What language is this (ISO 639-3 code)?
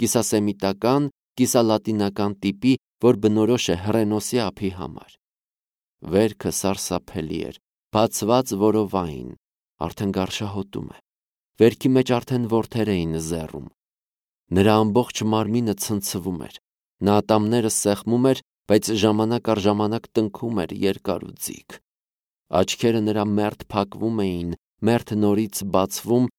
hye